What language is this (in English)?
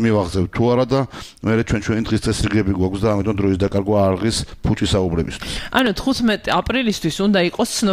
Georgian